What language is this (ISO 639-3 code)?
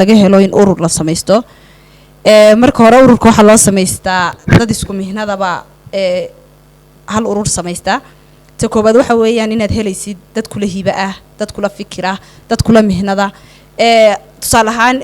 som